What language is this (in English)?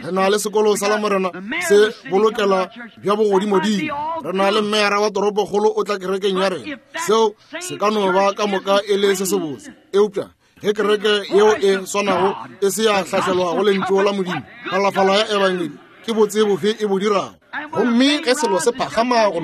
Northern Sotho